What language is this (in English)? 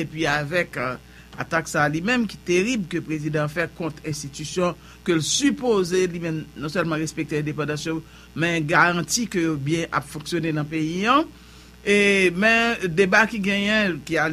Haitian Creole